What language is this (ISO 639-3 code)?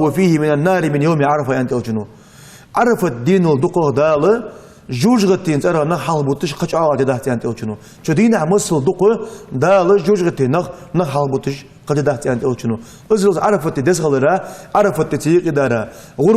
inh